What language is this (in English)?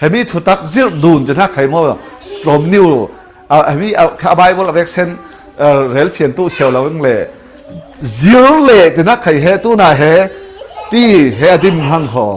Falam Chin